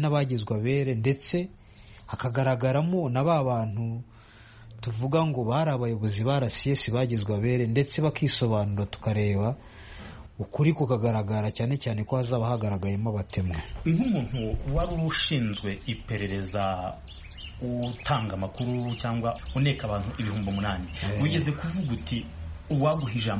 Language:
Kinyarwanda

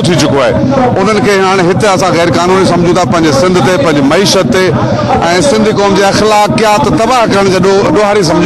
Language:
Sindhi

